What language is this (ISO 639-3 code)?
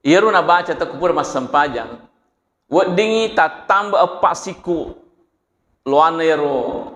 bug